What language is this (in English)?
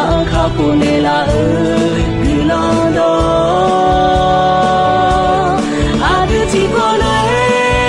Akha